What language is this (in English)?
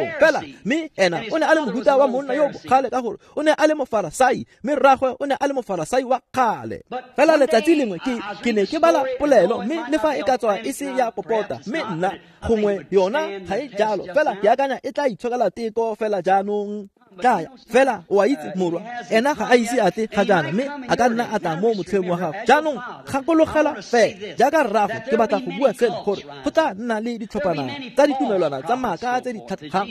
Tswana